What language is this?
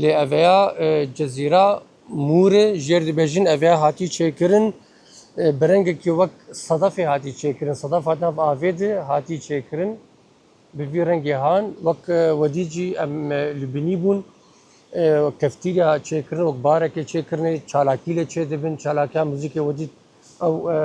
Kurdish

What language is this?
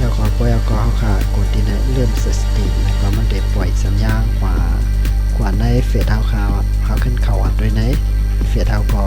Shan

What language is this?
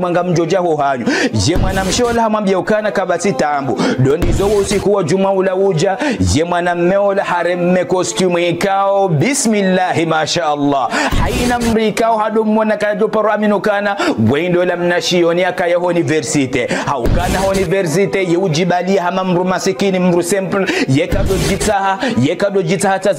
Ngazidja Comorian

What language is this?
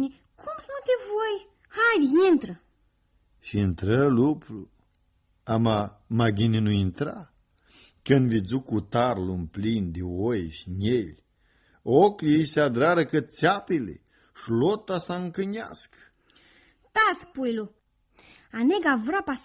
Aromanian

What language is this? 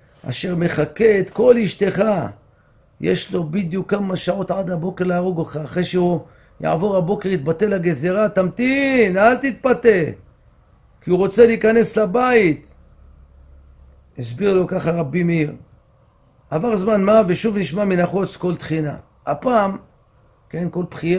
Hebrew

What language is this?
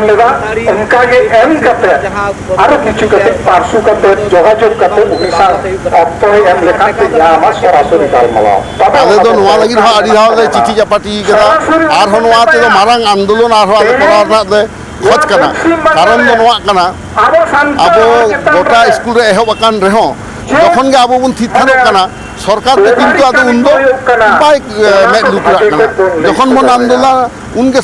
Santali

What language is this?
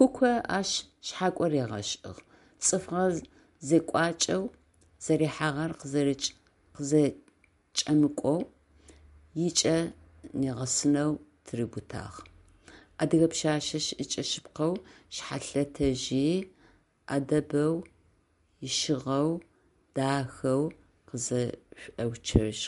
Adyghe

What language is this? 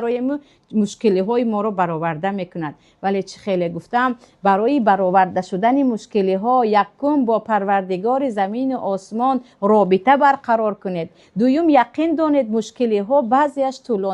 Tajik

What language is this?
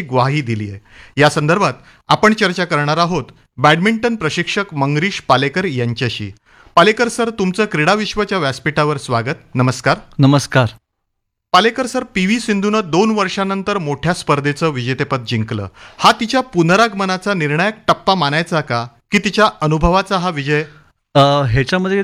Marathi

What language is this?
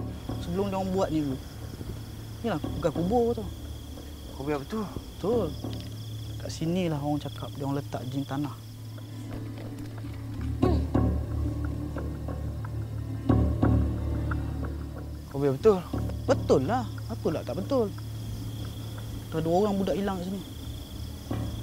Malay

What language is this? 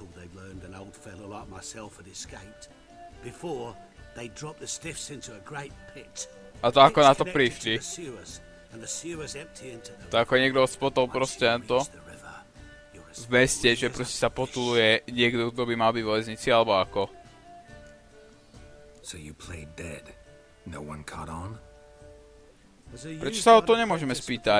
Slovak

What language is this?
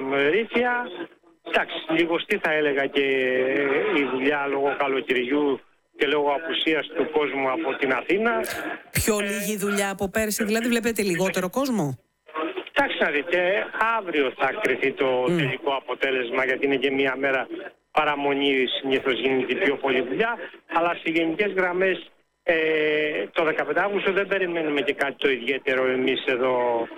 Greek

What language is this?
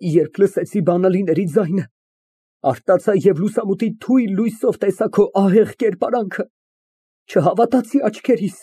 Armenian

